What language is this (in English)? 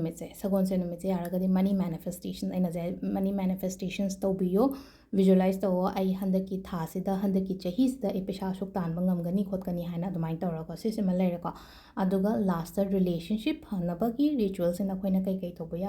Manipuri